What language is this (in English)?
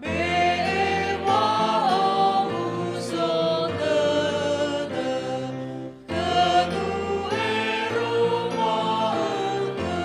Nias